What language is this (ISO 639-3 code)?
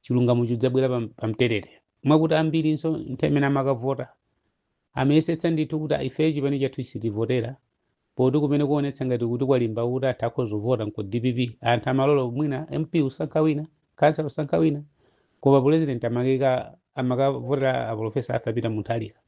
nya